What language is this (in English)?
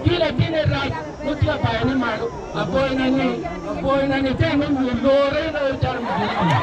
Acoli